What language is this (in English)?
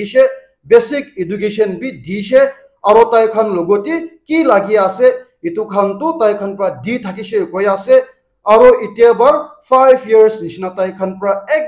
Naga Pidgin